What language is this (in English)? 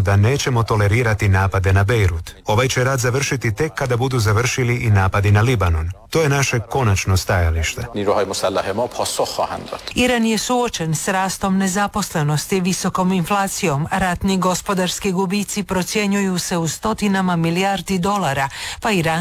Croatian